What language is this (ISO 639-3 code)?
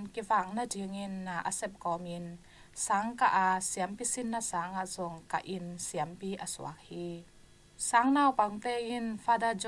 ctd